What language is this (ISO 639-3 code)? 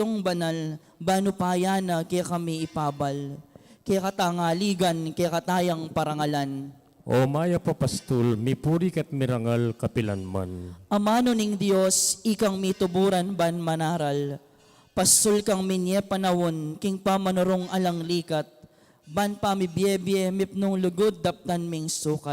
pam